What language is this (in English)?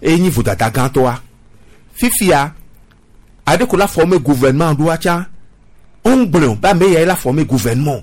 Gen